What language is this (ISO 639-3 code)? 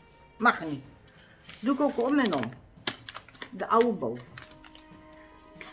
nld